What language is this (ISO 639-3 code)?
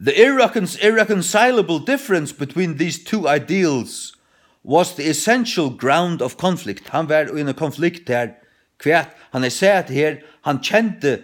fao